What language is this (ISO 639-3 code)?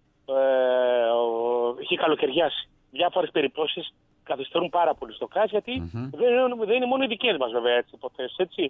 ell